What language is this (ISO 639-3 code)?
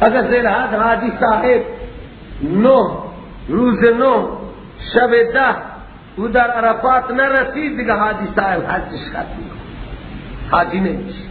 fas